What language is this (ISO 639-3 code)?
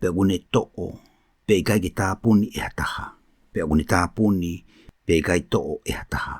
ton